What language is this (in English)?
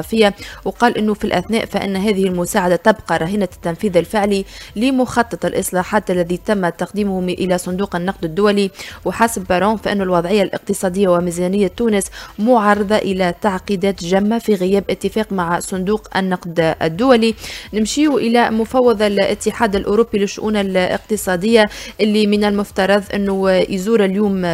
Tunisian Arabic